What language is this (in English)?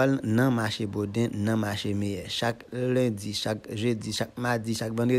Haitian Creole